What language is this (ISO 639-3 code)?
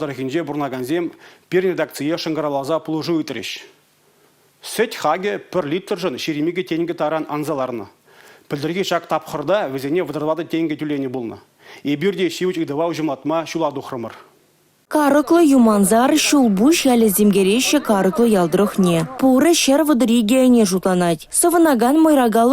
chv